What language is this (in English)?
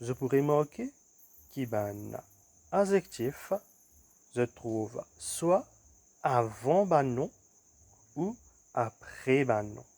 Morisyen